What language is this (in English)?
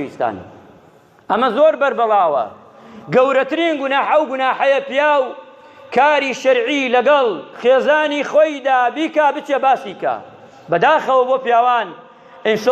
Central Kurdish